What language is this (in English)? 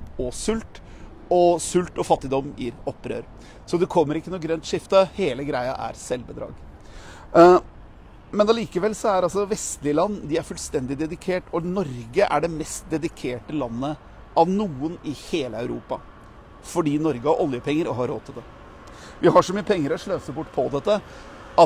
Norwegian